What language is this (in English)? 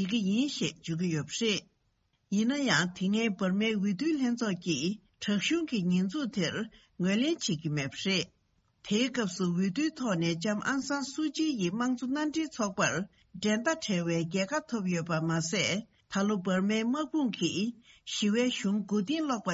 Tibetan